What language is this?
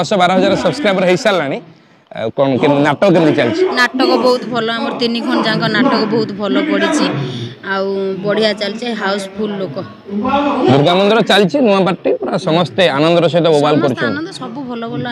Odia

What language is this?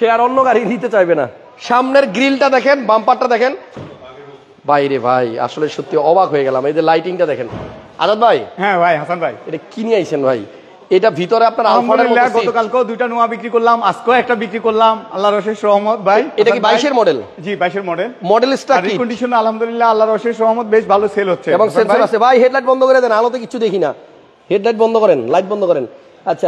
Bangla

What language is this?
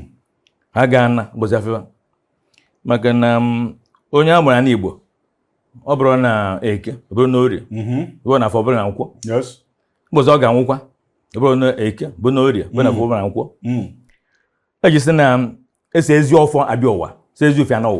Igbo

